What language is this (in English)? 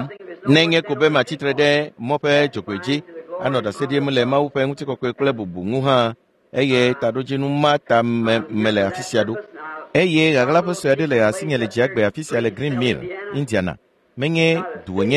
Ewe